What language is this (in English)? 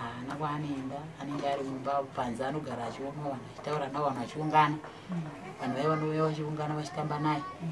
Shona